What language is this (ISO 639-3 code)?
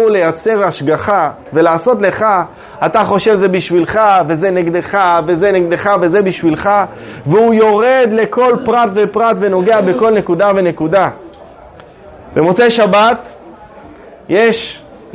heb